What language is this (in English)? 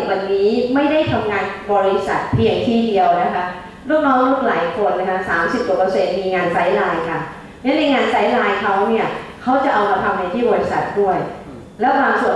Thai